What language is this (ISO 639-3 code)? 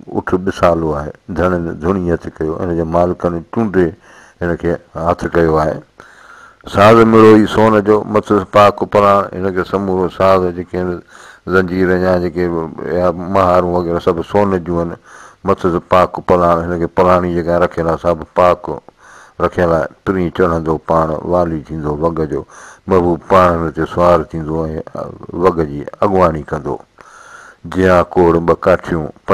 snd